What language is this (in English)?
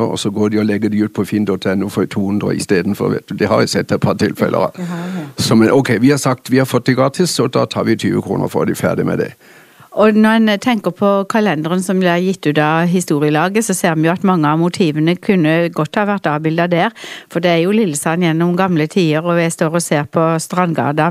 Norwegian